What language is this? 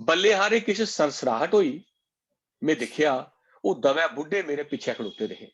Dogri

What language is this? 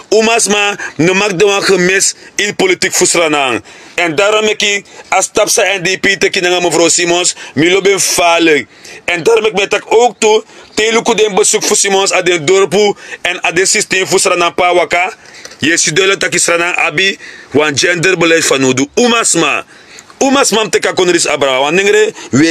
Sranan Tongo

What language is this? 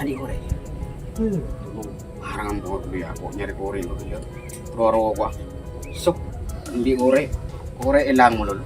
Madurese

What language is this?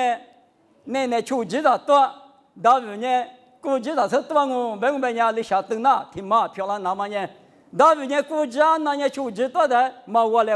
Lisu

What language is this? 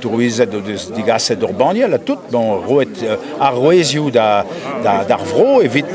Breton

